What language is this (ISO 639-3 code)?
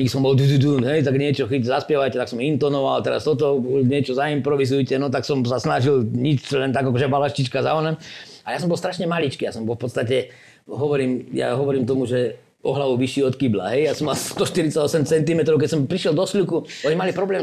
slk